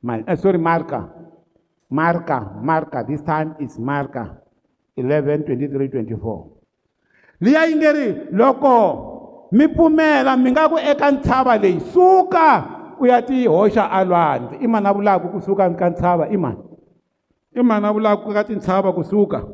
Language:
Tsonga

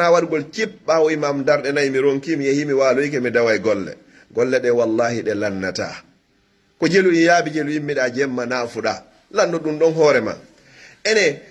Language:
Pular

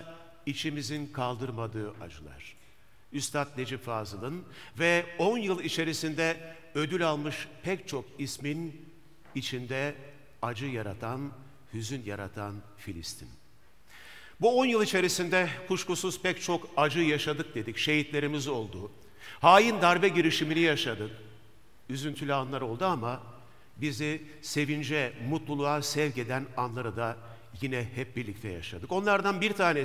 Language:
Turkish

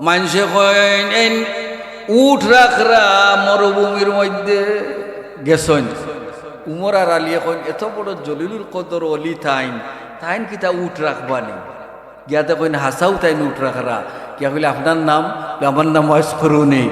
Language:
Sylheti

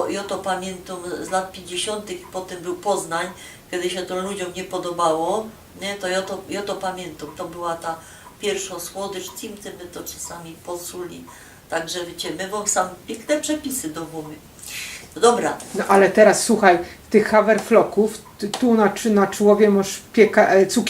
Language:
Silesian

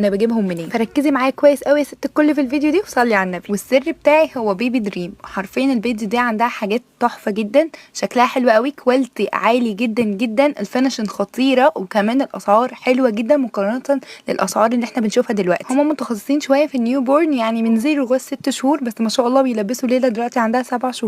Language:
Egyptian Arabic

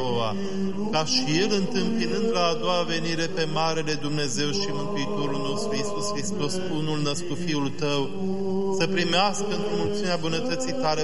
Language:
Romanian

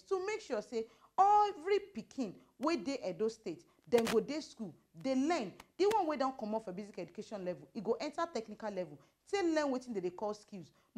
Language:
Nigerian Pidgin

